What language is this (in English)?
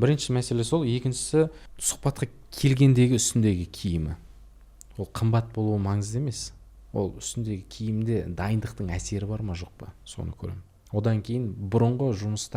Kazakh